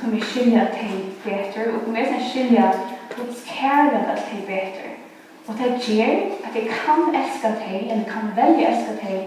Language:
Faroese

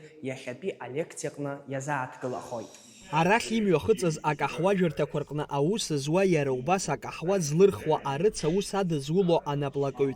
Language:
Abkhazian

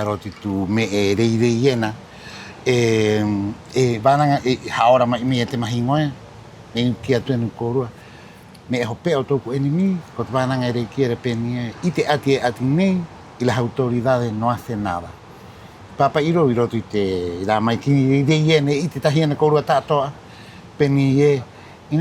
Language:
Rapanui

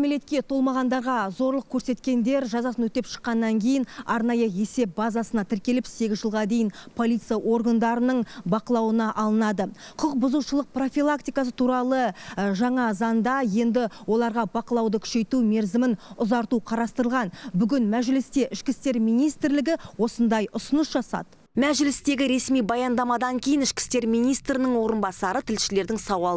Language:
Kazakh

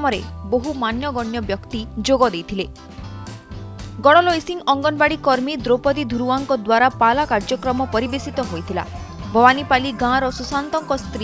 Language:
Odia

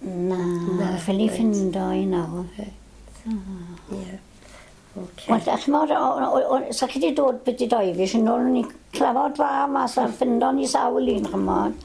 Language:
Welsh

